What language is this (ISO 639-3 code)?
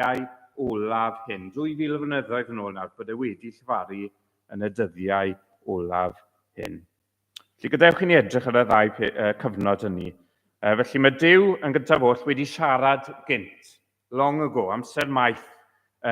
cym